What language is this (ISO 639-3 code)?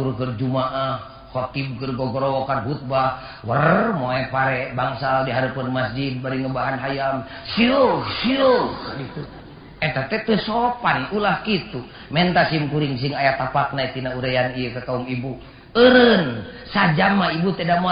sun